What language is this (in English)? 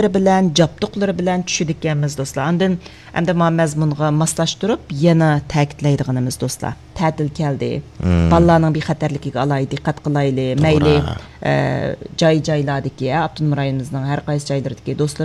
Uyghur